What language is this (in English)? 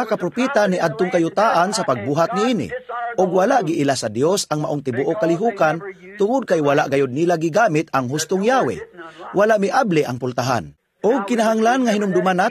Cebuano